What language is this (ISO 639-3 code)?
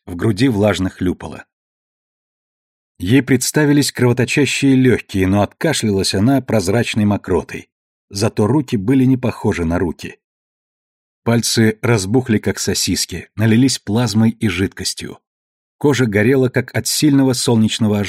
rus